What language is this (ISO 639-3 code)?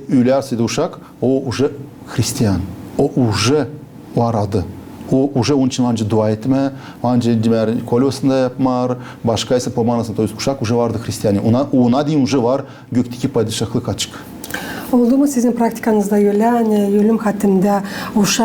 gag